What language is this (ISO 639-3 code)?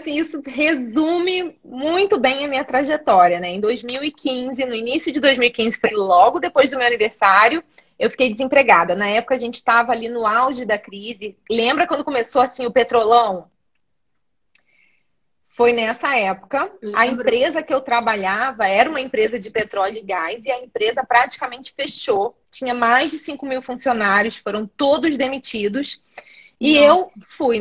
por